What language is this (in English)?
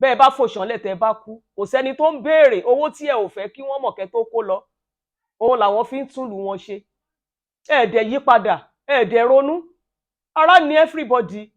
Yoruba